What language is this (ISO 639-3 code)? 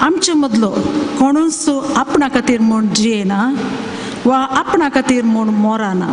kok